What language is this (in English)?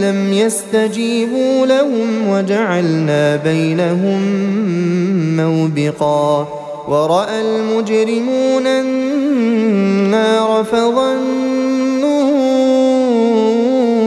Arabic